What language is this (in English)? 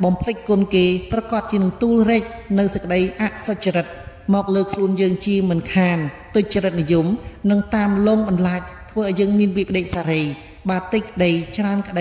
Khmer